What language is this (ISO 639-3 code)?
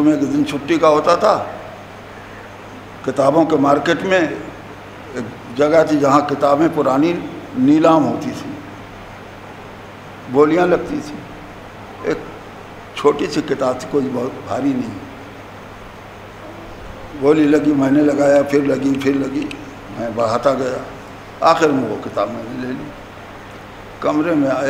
urd